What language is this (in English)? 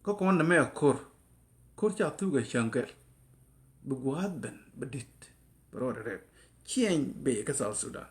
Nuer